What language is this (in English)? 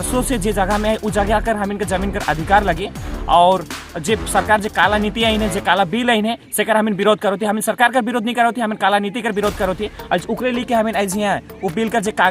Sadri